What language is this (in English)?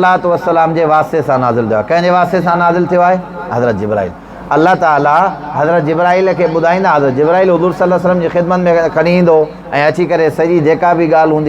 Sindhi